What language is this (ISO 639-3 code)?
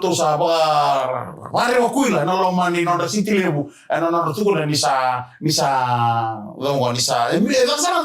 fij